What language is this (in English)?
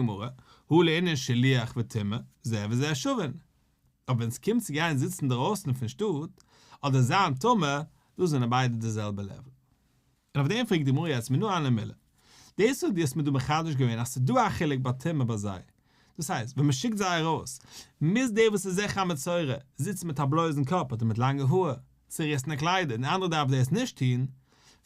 Yiddish